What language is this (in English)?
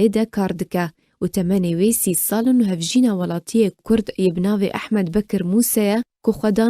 Kurdish